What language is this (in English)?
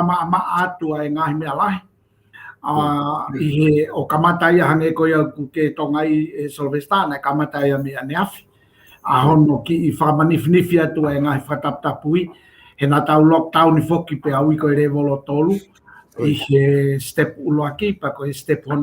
Tongan